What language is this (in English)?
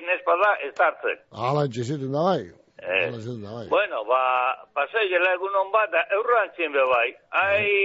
Basque